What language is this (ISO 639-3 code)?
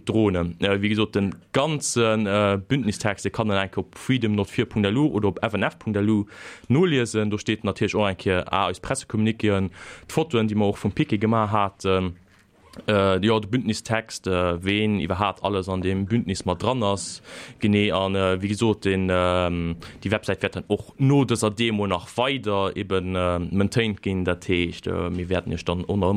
ltz